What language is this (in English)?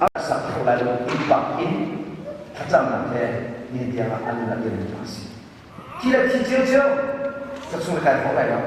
Hakha Chin